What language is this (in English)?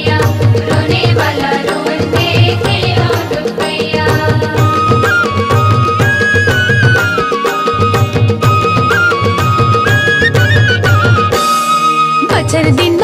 Chhattisgarhi